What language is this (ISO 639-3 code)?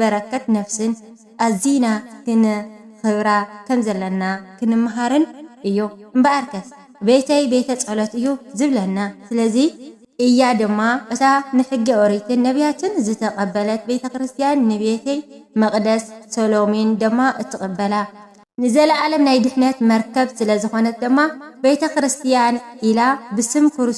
tir